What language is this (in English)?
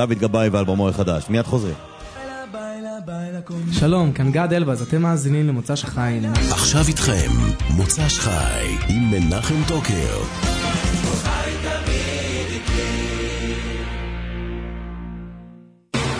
Hebrew